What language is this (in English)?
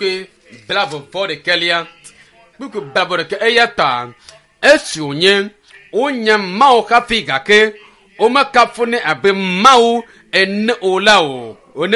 Ewe